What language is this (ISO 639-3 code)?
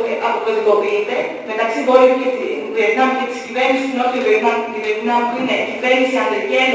ell